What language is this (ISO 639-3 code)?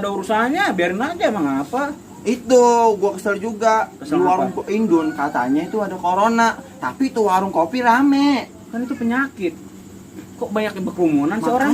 bew